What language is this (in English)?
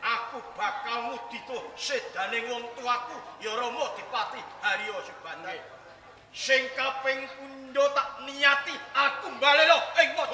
Javanese